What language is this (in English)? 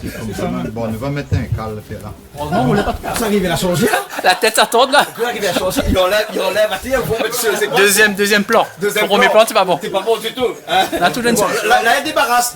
Réunion Creole French